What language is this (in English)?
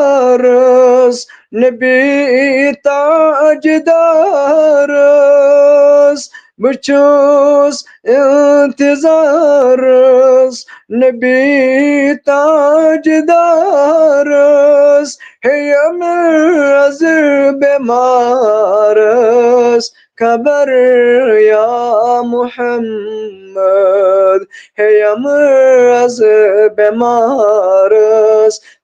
Kashmiri